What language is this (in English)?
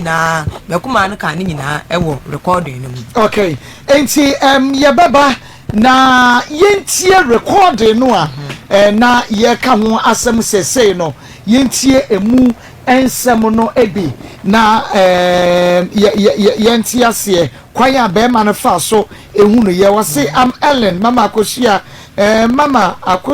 Akan